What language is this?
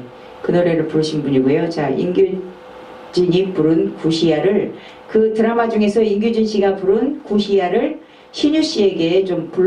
Korean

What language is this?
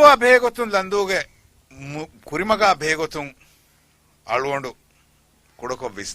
Divehi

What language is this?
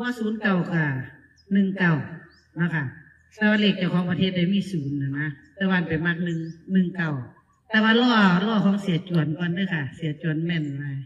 Northeastern Thai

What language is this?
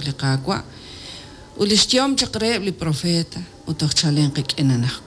Kekchí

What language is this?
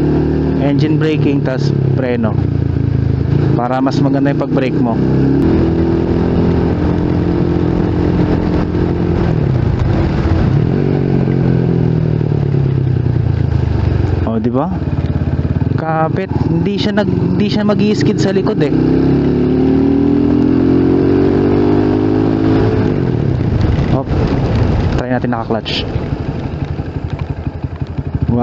Filipino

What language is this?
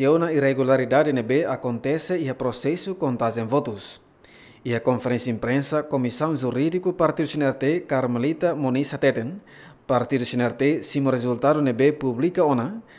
Tetum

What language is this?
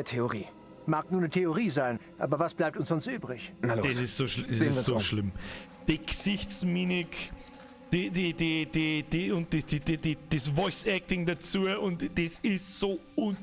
Bavarian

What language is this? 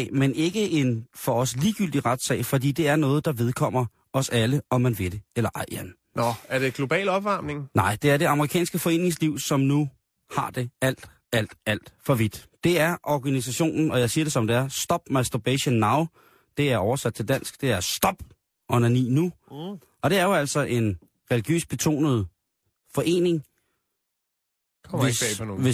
Danish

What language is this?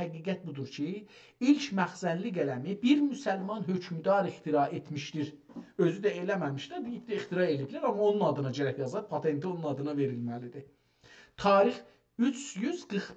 South Azerbaijani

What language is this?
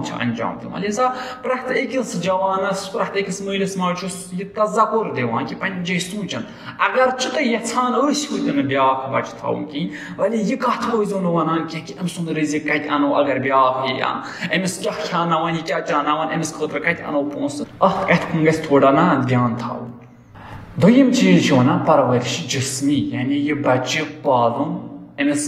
Kashmiri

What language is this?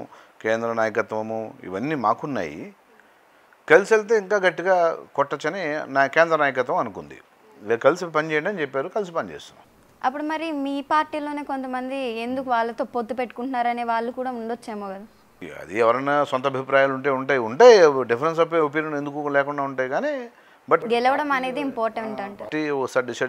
Telugu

